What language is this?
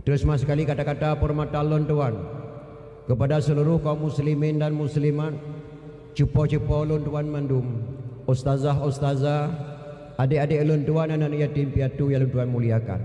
Achinese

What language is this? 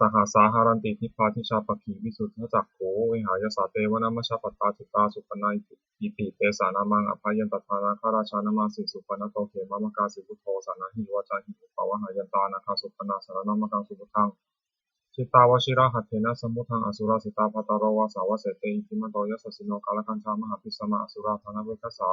Pali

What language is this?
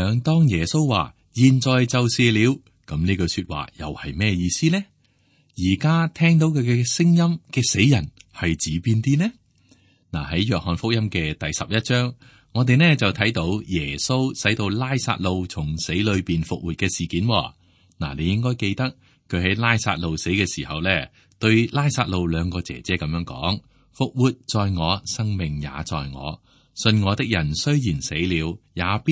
Cantonese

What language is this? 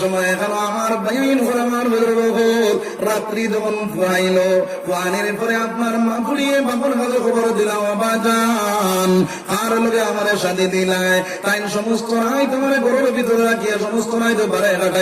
Sylheti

